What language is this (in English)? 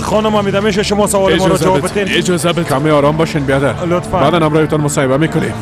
Persian